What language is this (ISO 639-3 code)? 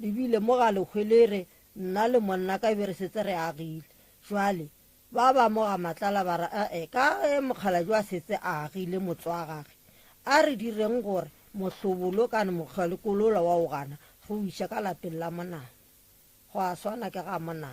nso